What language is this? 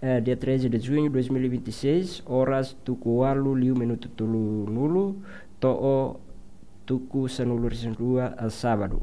Tetum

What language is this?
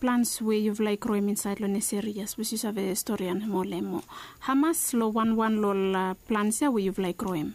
Bislama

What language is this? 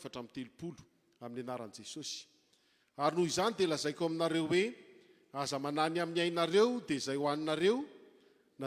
Malagasy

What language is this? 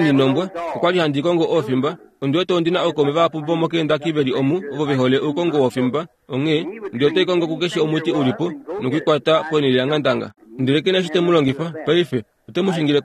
Kuanyama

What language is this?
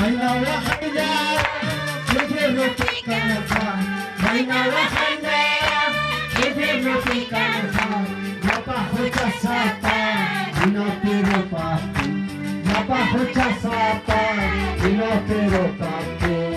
Ayacucho Quechua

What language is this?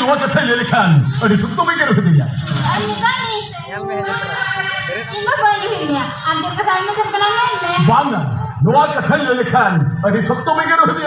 Santali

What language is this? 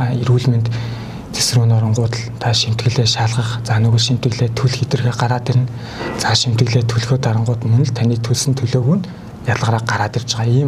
Mongolian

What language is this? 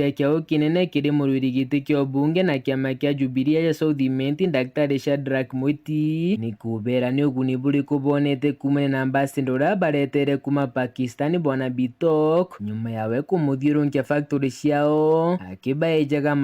Meru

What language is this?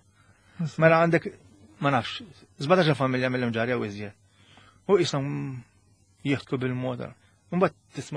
Maltese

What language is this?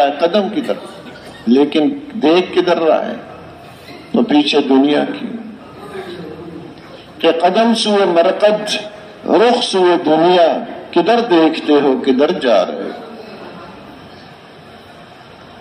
Urdu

